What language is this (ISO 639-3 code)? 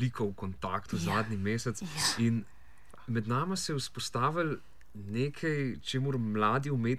slv